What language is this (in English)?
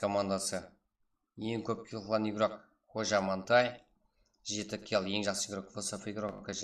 Kara-Kalpak